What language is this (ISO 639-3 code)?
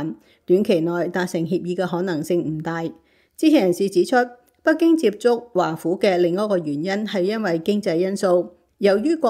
yue